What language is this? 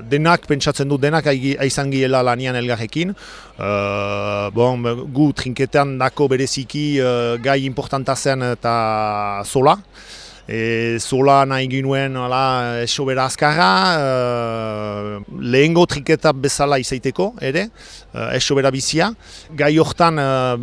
Basque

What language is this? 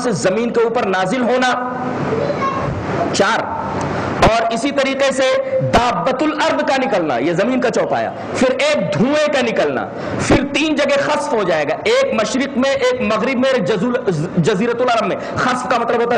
Urdu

